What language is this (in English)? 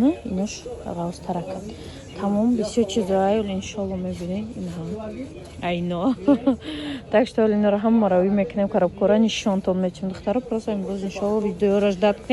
Tajik